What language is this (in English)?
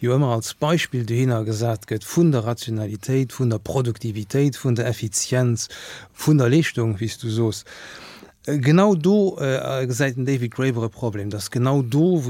Luxembourgish